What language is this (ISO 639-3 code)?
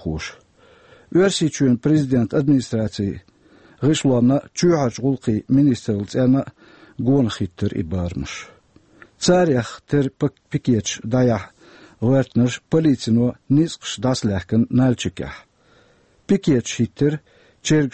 che